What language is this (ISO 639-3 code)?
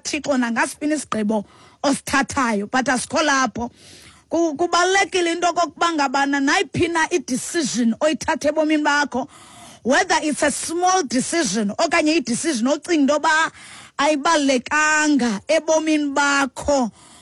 xho